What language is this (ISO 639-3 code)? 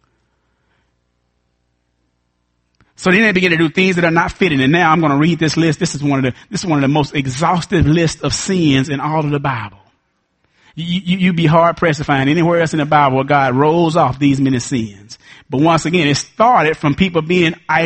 eng